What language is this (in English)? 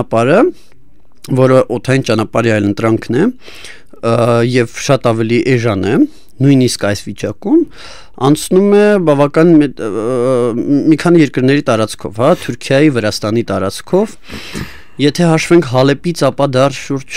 Armenian